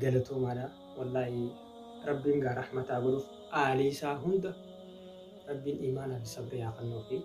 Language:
Oromo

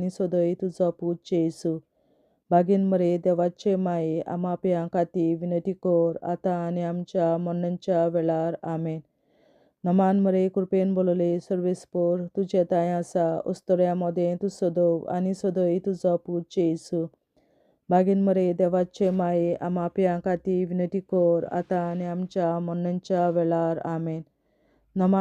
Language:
Konkani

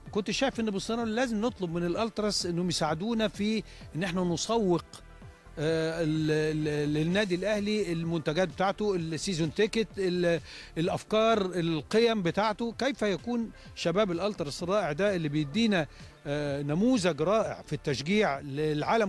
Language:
Egyptian Arabic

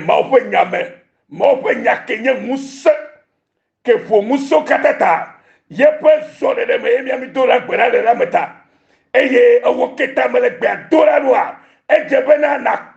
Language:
Ewe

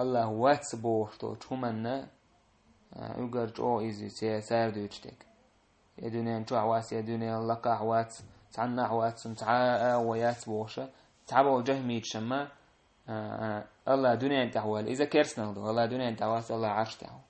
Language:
Chechen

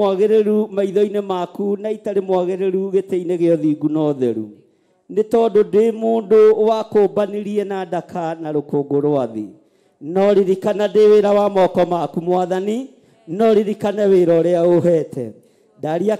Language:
Kikuyu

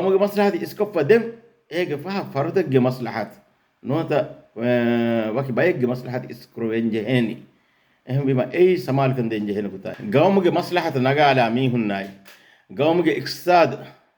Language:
Divehi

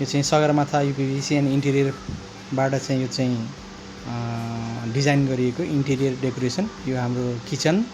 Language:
Nepali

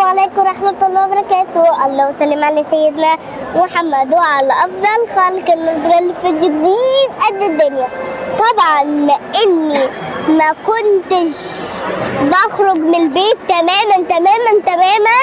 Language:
Egyptian Arabic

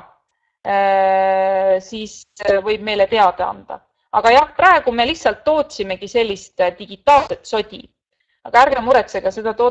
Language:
Estonian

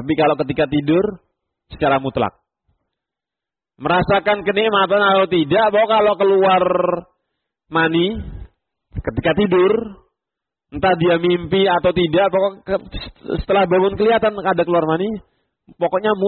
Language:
Indonesian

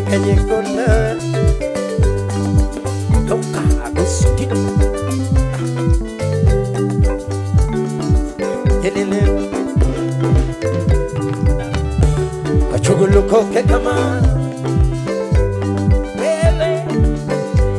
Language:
Luo (Kenya and Tanzania)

